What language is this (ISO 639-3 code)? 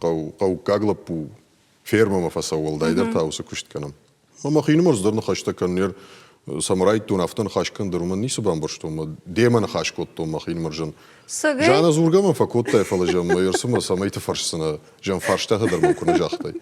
oss